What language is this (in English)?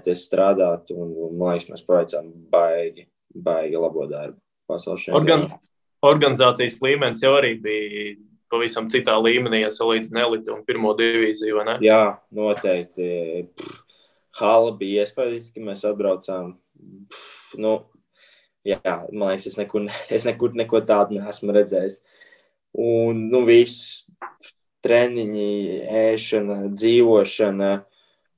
Latvian